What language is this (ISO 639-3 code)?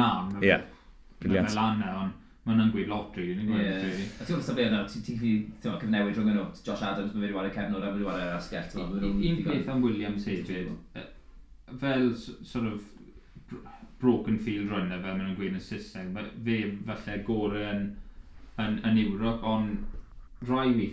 cym